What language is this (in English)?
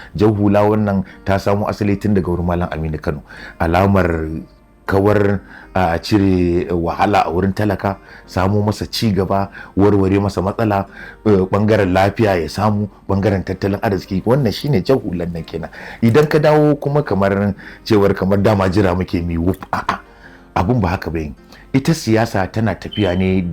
Hausa